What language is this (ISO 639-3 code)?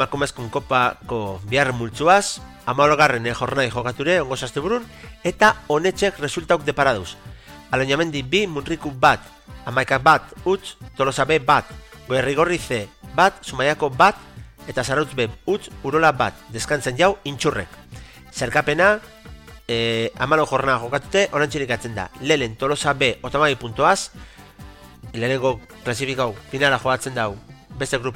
eus